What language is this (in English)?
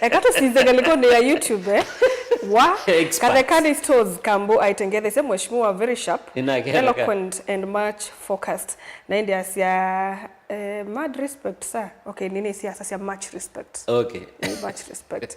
Kamba